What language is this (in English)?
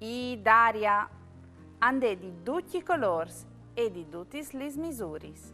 Friulian